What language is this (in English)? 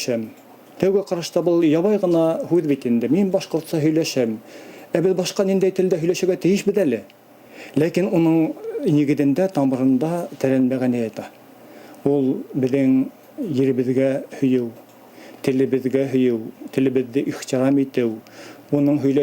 Bashkir